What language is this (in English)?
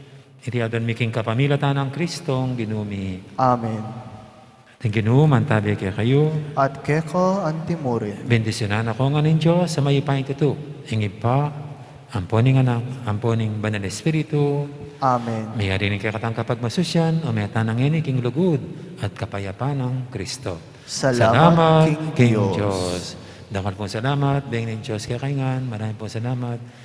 Pampanga